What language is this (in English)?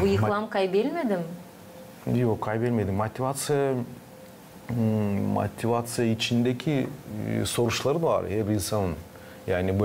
Gagauz